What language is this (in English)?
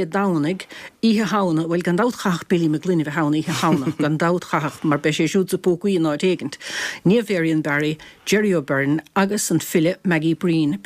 Irish